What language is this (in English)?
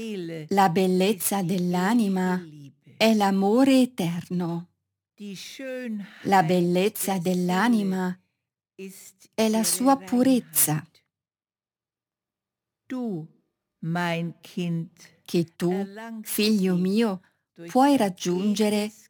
Italian